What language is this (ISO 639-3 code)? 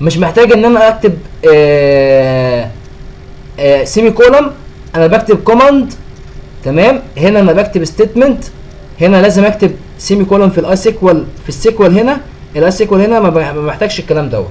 arz